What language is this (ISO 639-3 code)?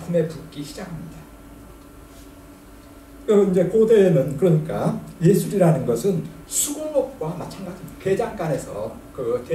kor